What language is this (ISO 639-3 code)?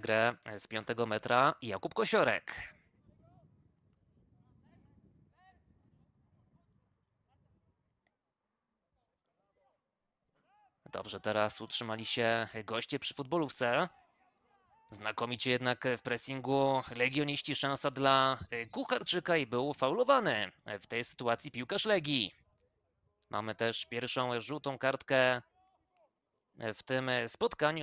pol